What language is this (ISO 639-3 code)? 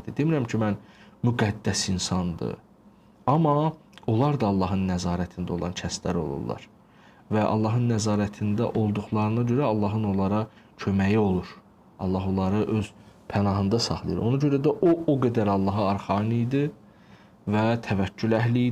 aze